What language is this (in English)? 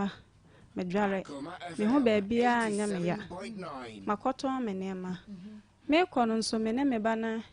Akan